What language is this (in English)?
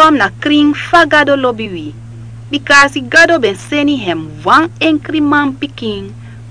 Sranan Tongo